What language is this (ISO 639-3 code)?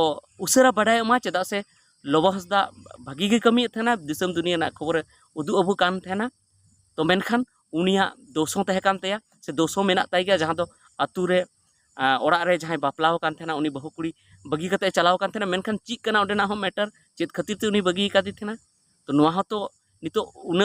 sat